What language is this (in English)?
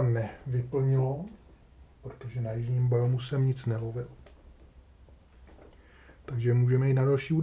Czech